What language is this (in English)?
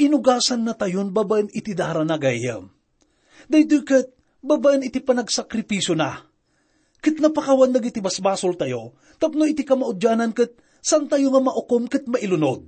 Iloko